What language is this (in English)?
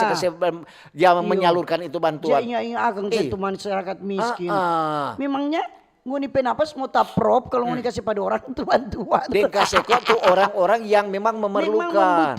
Manado Malay